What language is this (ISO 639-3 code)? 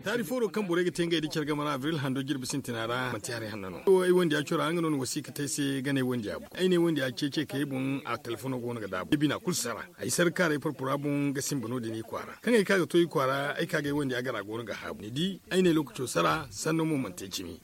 dje